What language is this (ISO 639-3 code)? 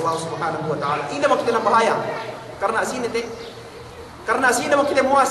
yka